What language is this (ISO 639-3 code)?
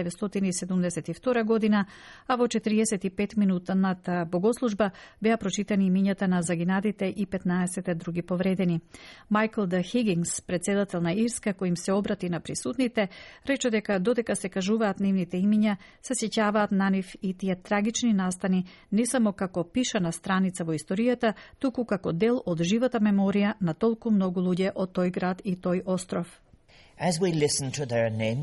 mkd